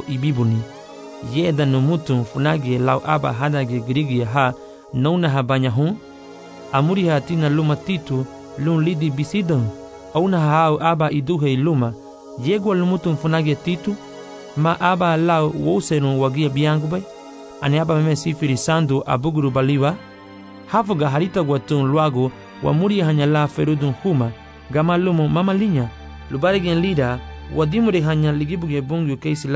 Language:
Garifuna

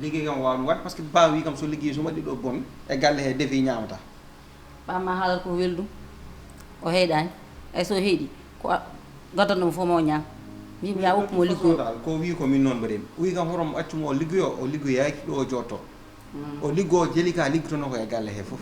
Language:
Fula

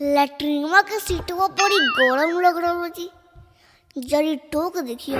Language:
Magahi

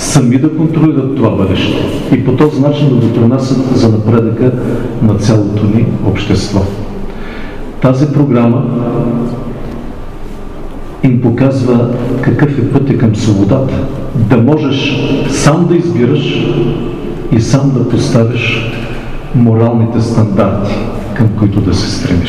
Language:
Bulgarian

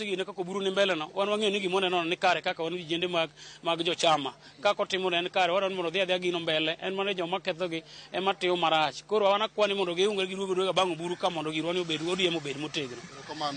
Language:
Luo (Kenya and Tanzania)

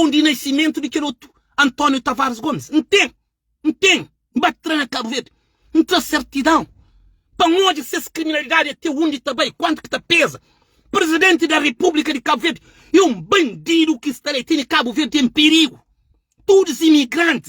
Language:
Kabuverdianu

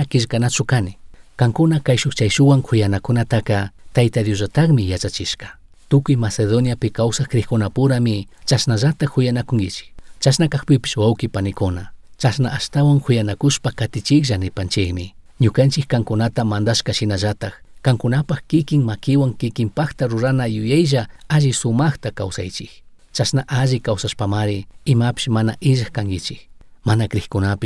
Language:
Chimborazo Highland Quichua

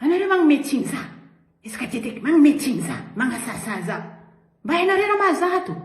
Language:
Malagasy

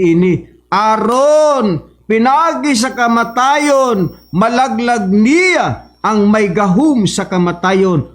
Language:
Cebuano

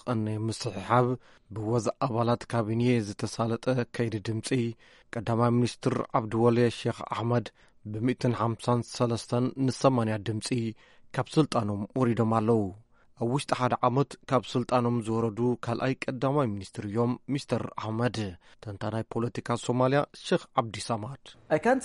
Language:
Tigrinya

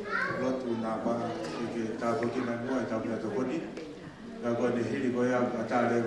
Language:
Tongan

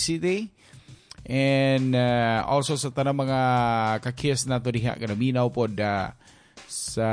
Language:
Cebuano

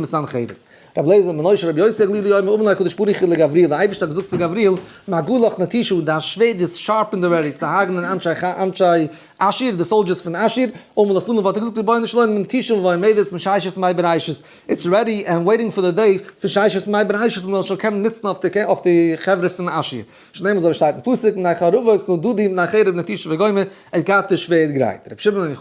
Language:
Yiddish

